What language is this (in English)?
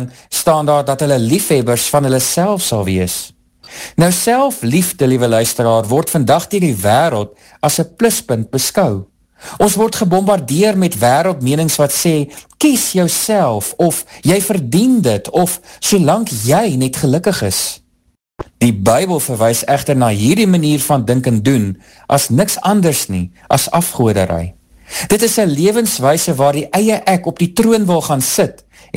Afrikaans